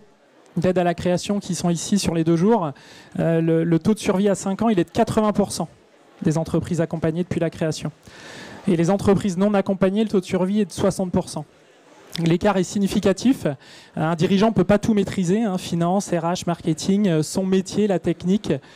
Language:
French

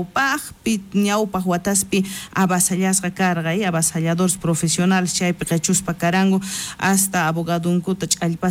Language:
South Bolivian Quechua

